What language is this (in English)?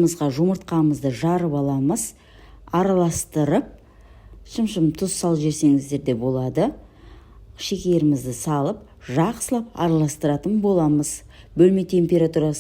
Kazakh